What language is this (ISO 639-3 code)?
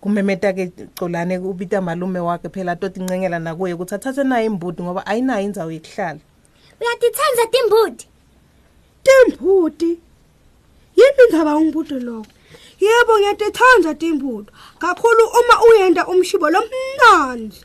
ssw